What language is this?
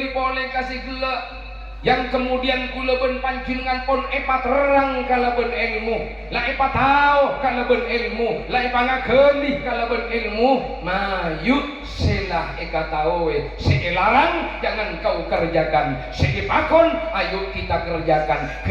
Madurese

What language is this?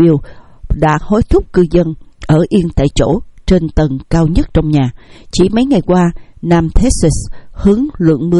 Vietnamese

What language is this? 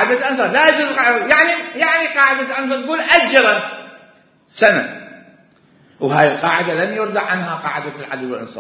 Mesopotamian Arabic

